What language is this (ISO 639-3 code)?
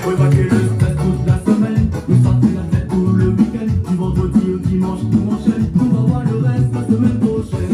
rcf